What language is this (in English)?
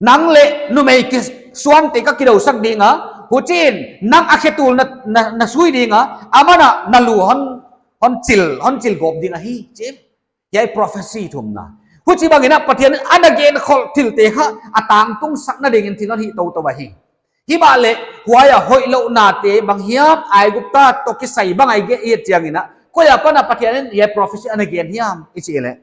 Paite Chin